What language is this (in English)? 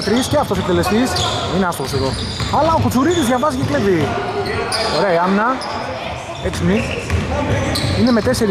Greek